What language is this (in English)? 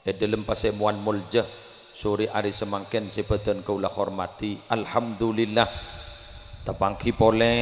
Madurese